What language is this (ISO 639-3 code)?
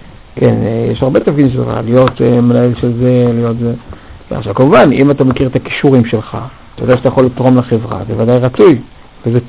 heb